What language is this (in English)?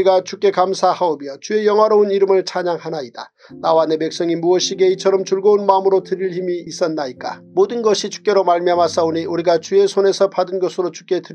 Korean